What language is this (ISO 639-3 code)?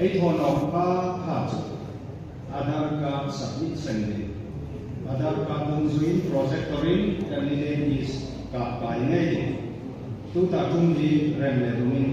hmr